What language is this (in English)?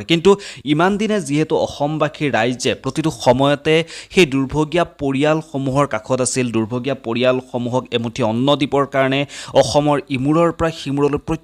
Assamese